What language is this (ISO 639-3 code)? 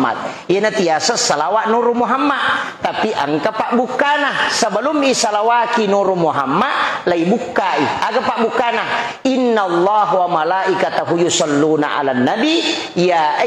bug